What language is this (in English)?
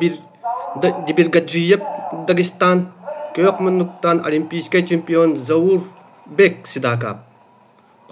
Yakut